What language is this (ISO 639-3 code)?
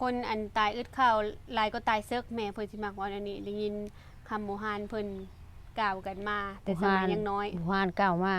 lao